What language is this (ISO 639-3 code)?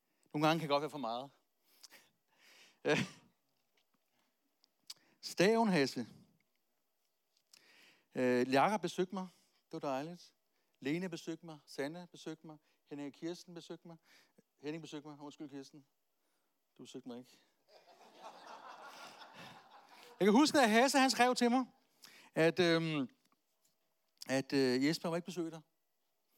dan